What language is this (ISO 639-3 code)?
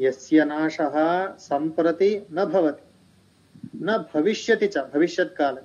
san